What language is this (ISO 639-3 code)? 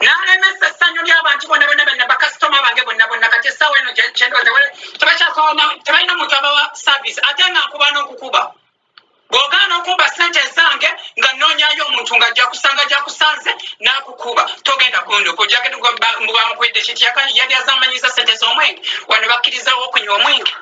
lug